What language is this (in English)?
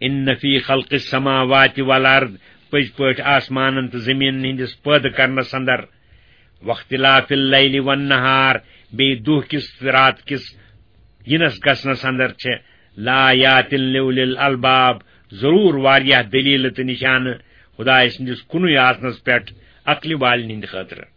Kashmiri